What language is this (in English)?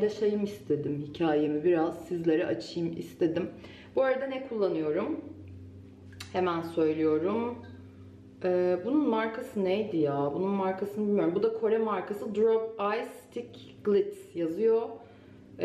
Turkish